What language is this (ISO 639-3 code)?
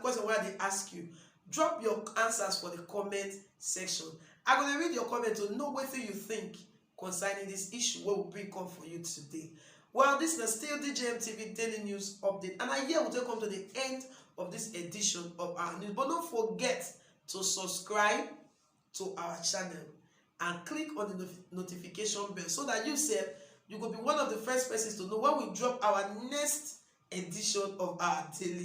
pcm